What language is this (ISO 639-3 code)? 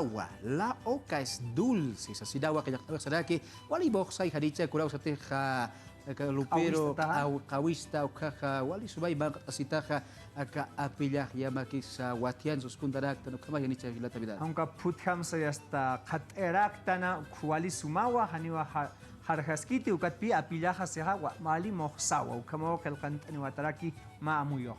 aym